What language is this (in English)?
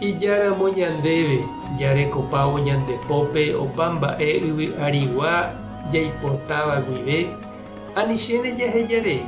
Guarani